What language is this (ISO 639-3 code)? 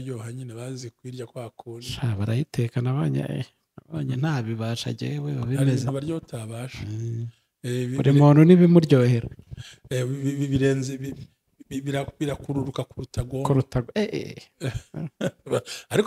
kin